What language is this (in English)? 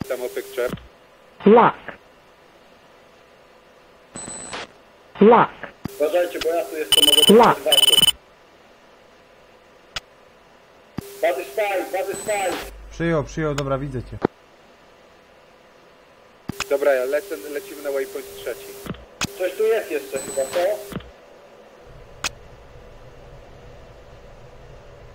Polish